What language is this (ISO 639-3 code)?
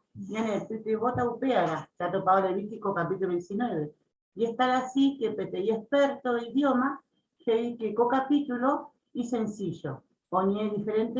grn